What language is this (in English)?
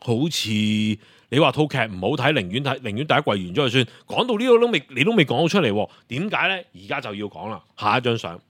Cantonese